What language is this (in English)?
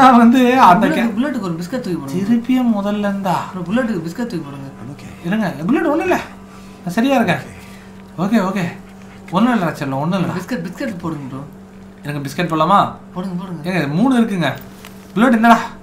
Tamil